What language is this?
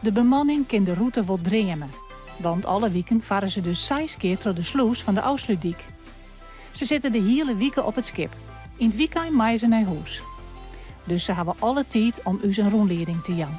Western Frisian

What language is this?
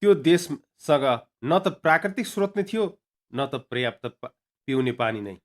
Nepali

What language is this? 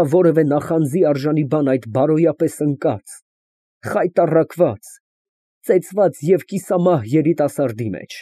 Armenian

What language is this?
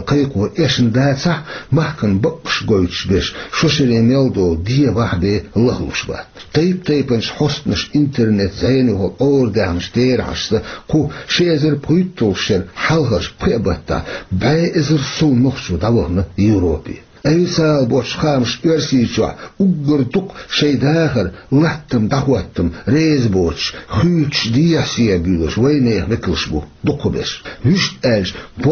Chechen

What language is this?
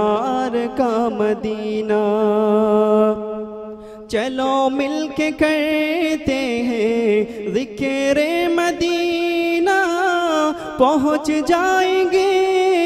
Malayalam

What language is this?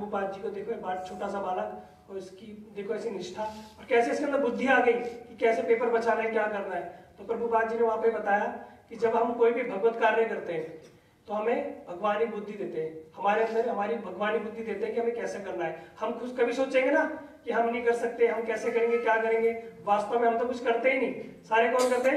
Hindi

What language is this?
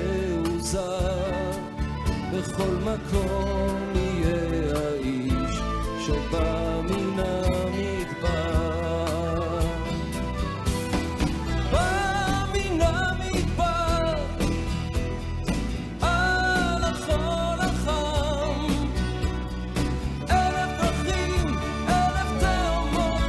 Hebrew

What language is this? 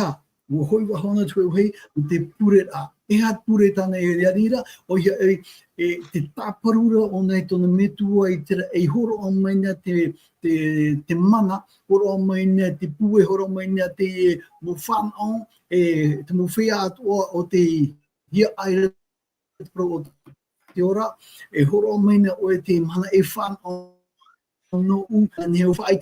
Tahitian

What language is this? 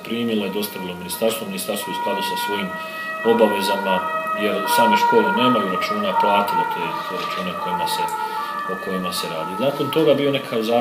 Croatian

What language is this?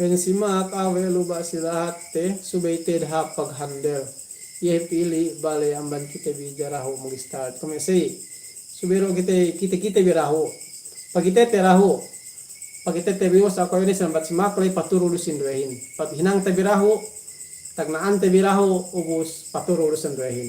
Yakan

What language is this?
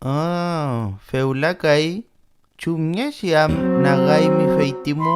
Mapuche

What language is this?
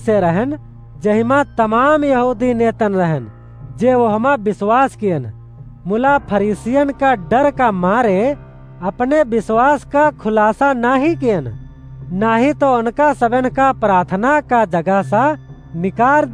Awadhi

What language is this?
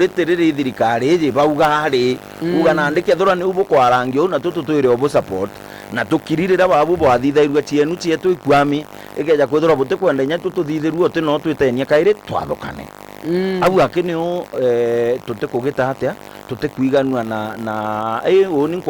Meru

